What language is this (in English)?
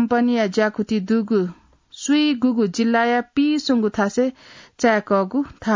Newari